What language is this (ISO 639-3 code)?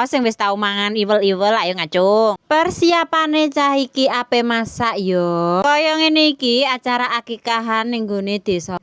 jav